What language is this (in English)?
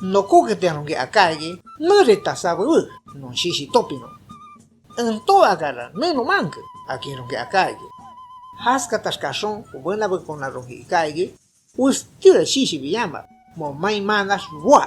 Shipibo-Conibo